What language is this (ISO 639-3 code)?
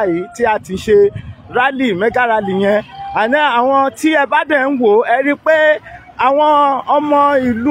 yor